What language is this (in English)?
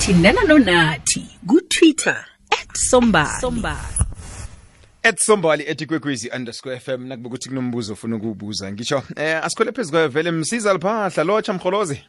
South Ndebele